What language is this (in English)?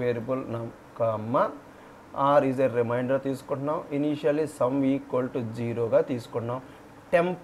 Telugu